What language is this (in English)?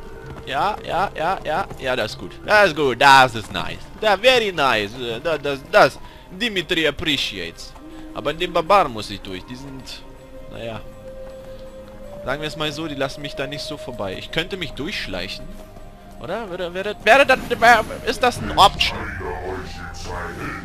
German